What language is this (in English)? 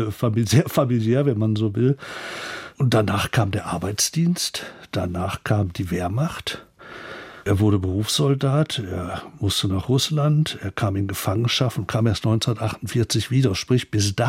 German